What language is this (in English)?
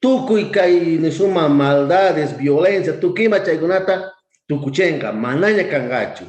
South Bolivian Quechua